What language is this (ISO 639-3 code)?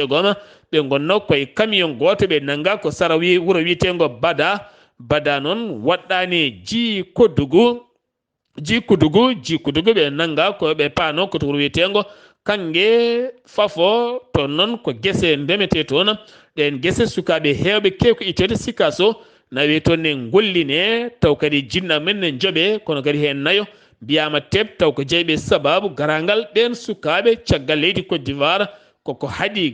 ful